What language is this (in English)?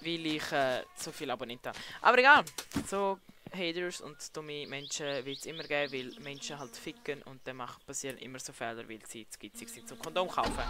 Swiss German